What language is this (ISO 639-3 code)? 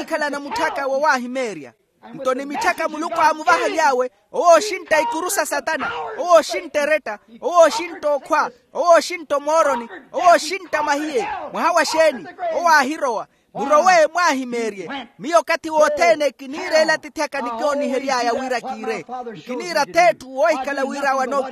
vmw